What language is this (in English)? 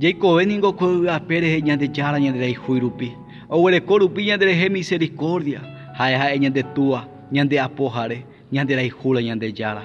Guarani